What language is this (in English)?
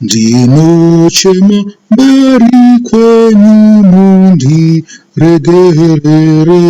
Shona